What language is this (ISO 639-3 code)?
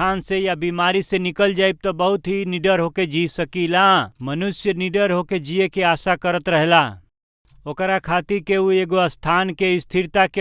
bho